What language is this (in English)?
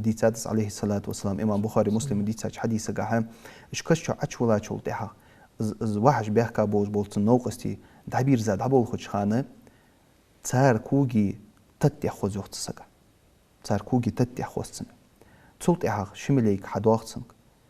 Ingush